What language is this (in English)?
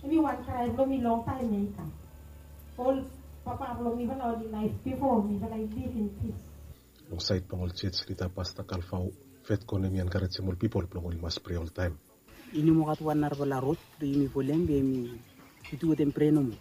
Bislama